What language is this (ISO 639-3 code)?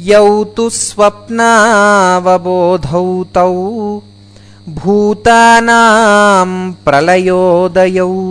san